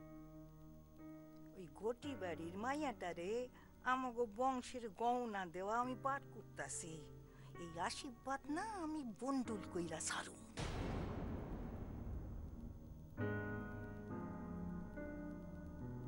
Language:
Bangla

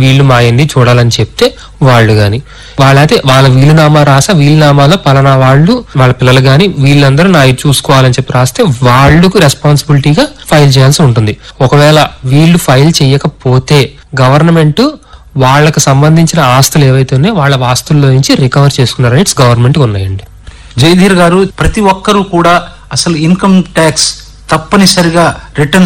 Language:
Telugu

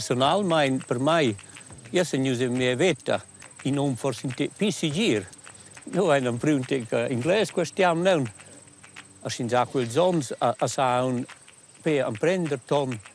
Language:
Romansh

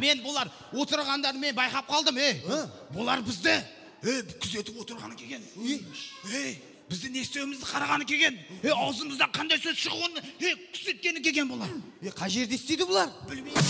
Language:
Kara-Kalpak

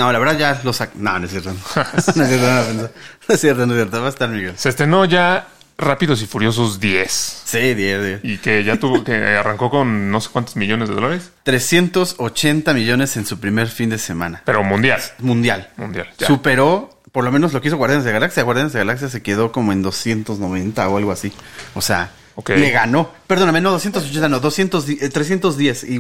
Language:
Spanish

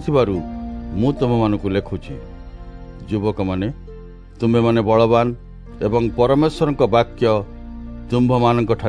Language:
Odia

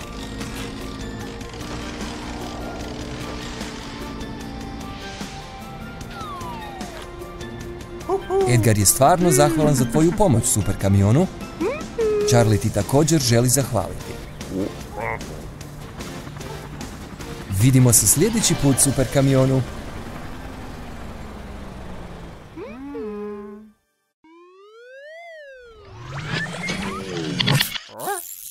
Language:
Croatian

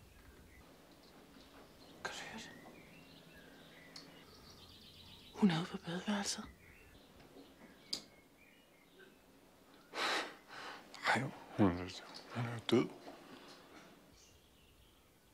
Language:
Danish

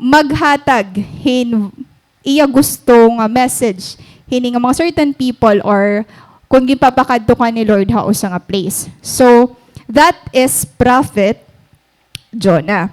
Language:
Waray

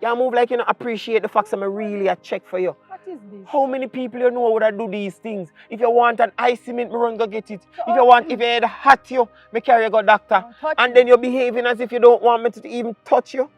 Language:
Jamaican Creole English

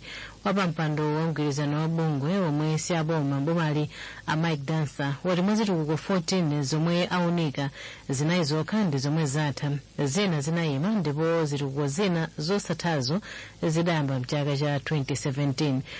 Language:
Nyanja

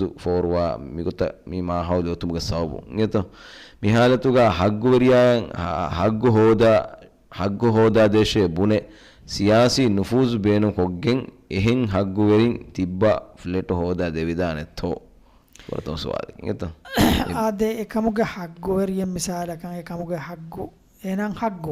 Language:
Divehi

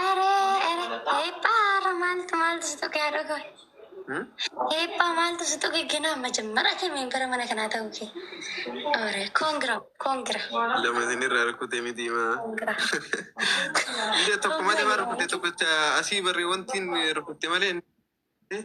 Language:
Oromo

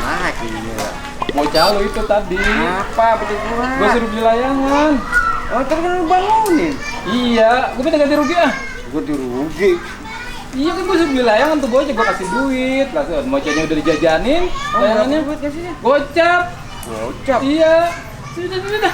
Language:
Betawi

